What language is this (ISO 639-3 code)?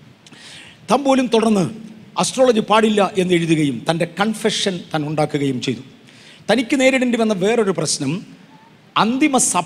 mal